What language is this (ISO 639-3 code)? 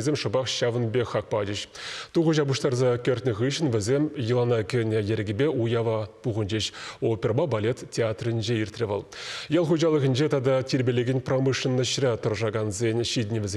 chv